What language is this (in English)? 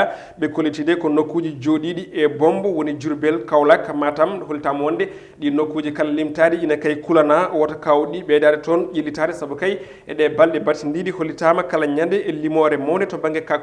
Fula